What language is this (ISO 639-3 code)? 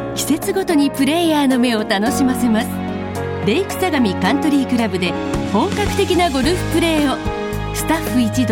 jpn